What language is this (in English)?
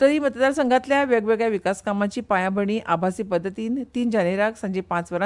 Konkani